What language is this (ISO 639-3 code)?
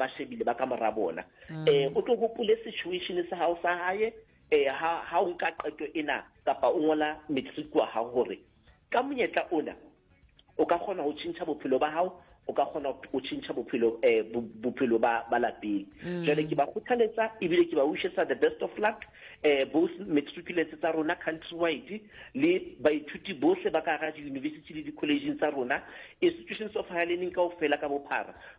nso